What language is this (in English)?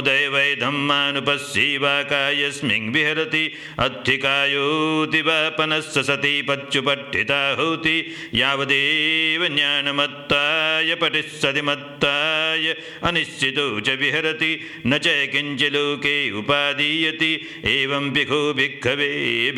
Pali